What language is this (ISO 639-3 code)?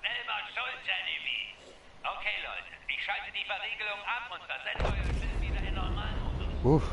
gsw